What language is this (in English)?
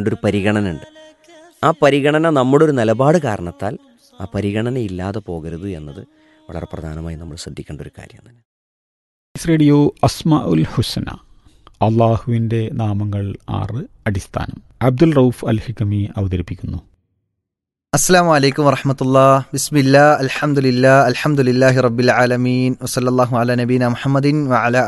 Malayalam